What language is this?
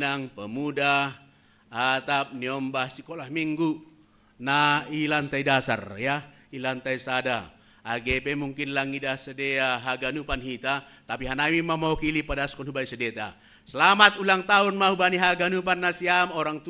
Batak Simalungun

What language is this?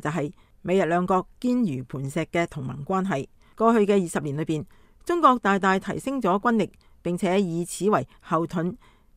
Cantonese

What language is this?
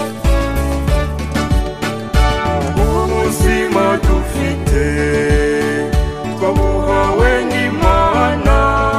Kinyarwanda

